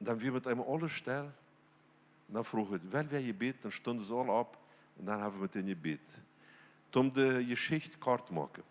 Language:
Plautdietsch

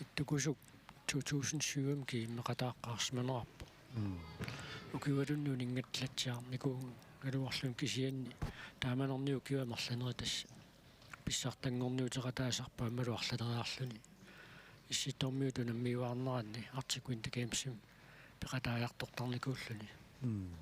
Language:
Kalaallisut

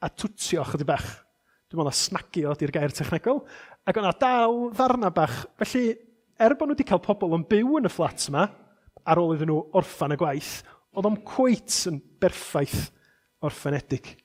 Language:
Welsh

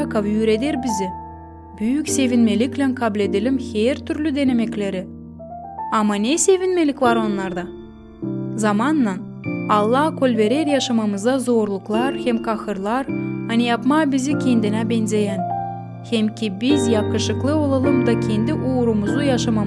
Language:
Gagauz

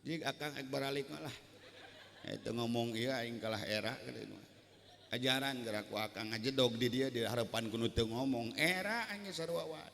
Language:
Sundanese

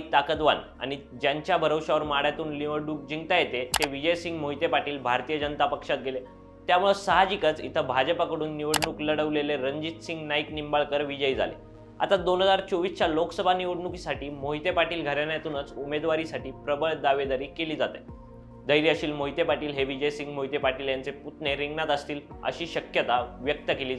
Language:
Marathi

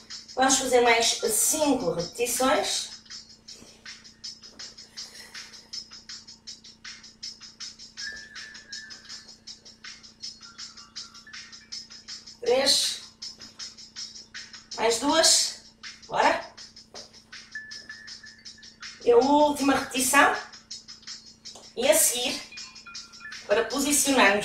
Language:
Portuguese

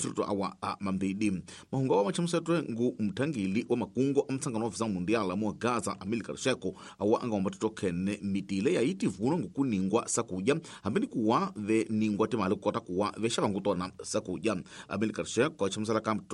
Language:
Tsonga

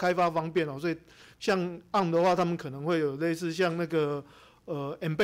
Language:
Chinese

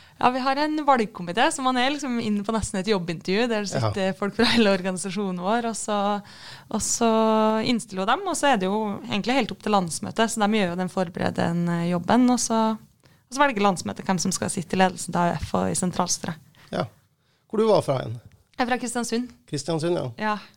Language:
Norwegian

